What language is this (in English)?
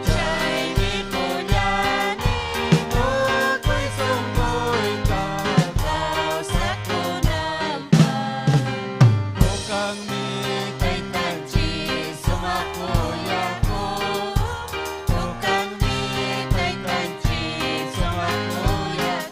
Ayacucho Quechua